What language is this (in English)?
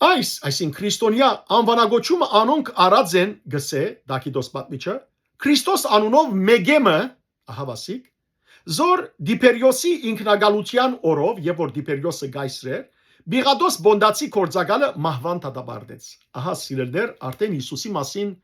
Western Armenian